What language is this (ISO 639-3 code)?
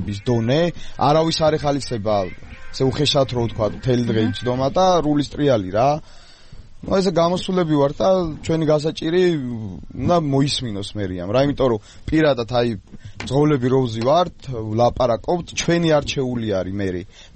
kat